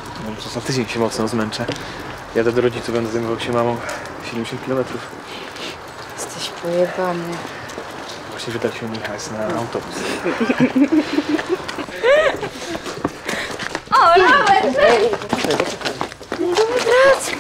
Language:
Polish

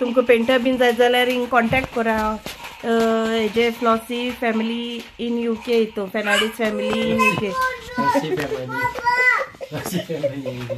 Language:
Konkani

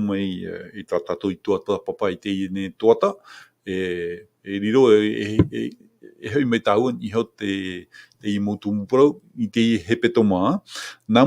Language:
Tahitian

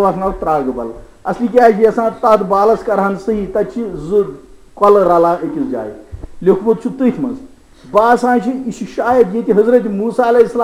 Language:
Kashmiri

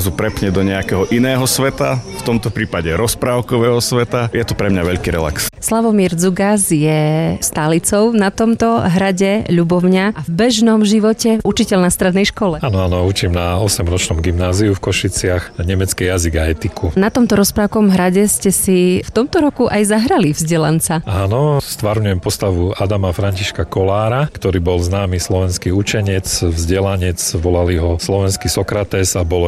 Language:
Slovak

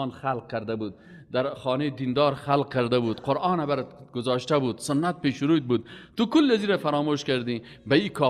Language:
Persian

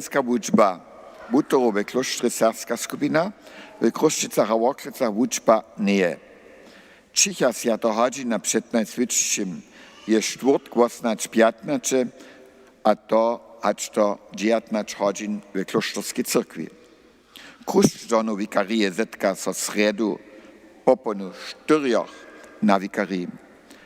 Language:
Upper Sorbian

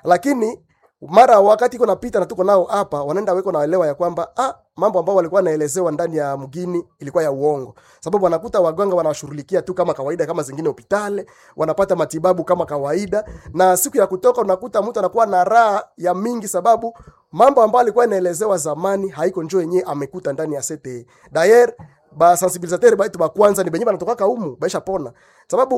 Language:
Swahili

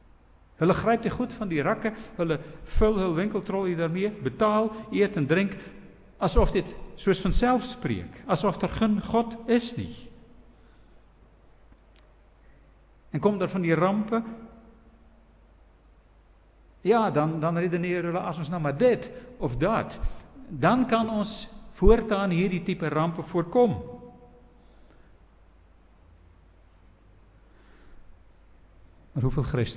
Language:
Afrikaans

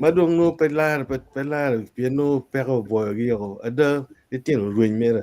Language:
Acoli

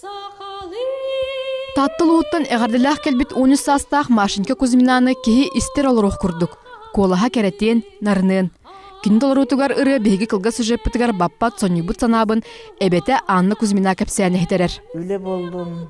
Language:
Yakut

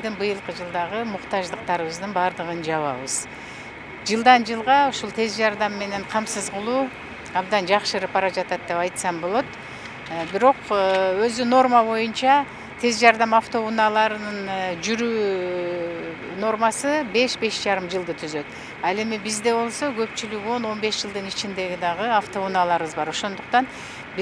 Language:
Kyrgyz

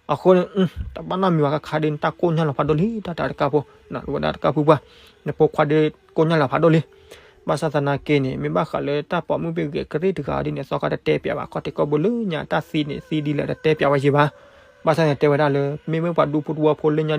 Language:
S'gaw Karen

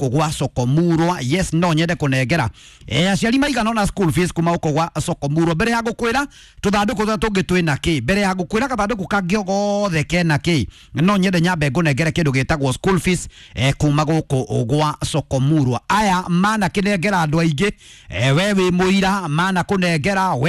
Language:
Kikuyu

